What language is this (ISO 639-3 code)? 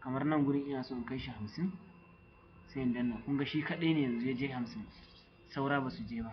hau